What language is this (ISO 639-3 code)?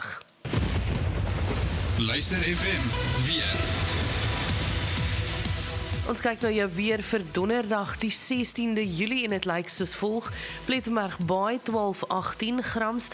afr